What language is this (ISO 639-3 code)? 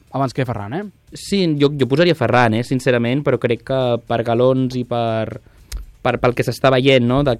cat